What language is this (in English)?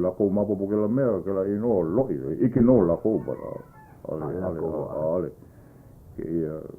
Hawaiian